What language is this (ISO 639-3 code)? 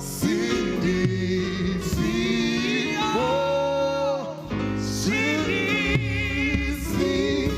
sot